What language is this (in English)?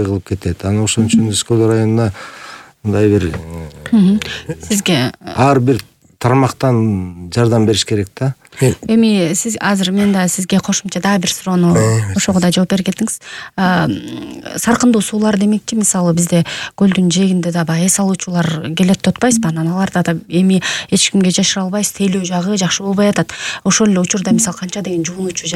Kyrgyz